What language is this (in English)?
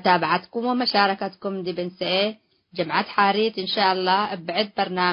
Tigre